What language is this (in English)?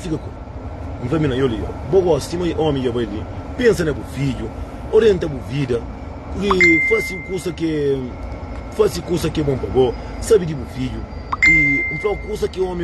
Kabuverdianu